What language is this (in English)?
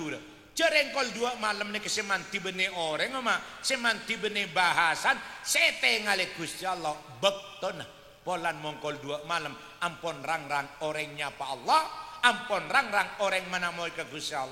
Madurese